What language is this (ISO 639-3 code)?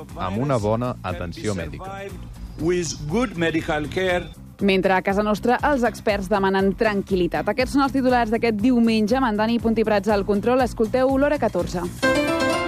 cat